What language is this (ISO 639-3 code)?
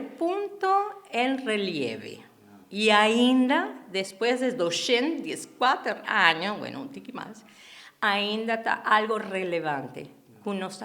pap